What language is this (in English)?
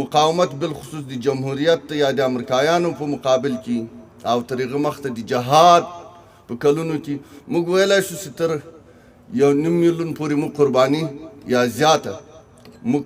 Pashto